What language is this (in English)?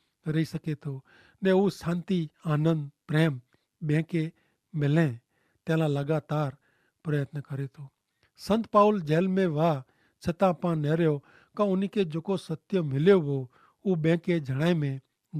Kachhi